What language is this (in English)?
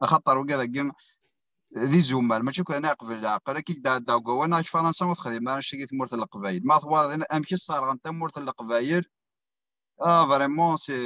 Kabyle